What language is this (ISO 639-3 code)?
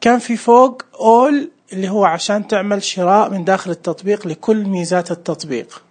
ars